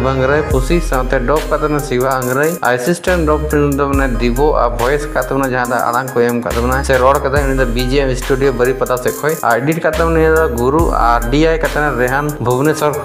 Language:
Santali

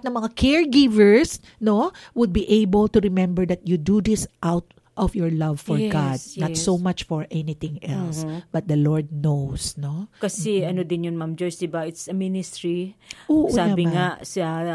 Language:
Filipino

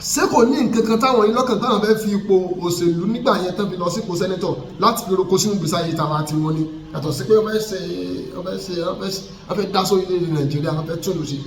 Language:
Yoruba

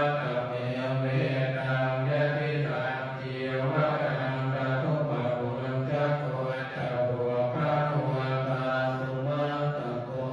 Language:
Pali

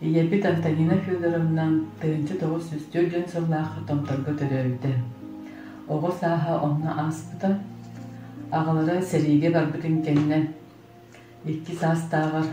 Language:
Yakut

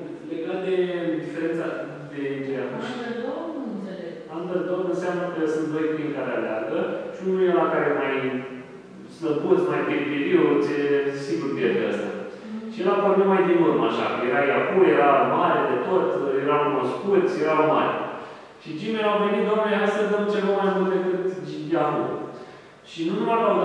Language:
Romanian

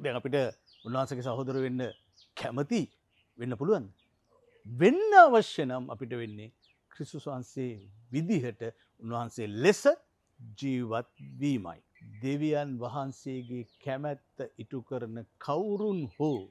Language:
Sinhala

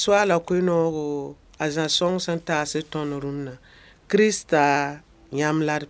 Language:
Mossi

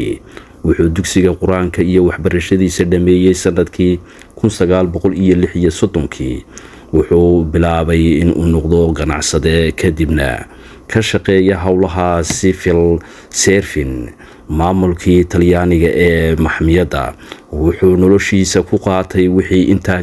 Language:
Somali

